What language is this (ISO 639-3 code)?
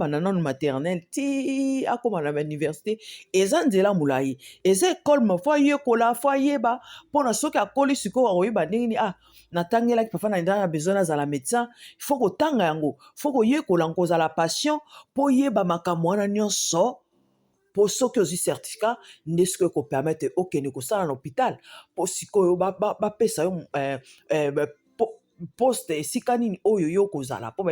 lin